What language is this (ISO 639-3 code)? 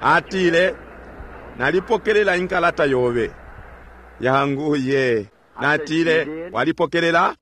bem